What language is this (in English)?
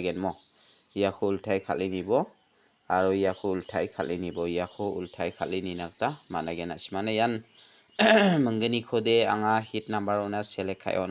Garo